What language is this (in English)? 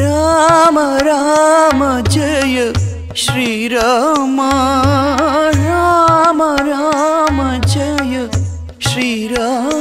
Kannada